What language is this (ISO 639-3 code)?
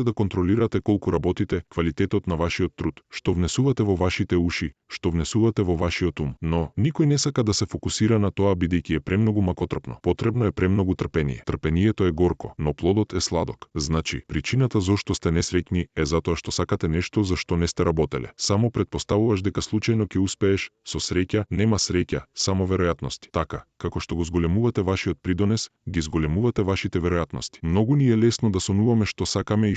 mkd